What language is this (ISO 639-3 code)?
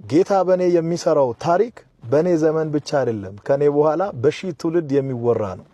amh